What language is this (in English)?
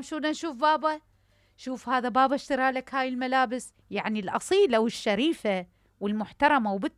Mesopotamian Arabic